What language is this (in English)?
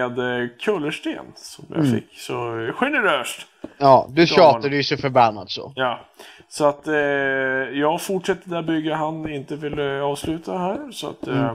Swedish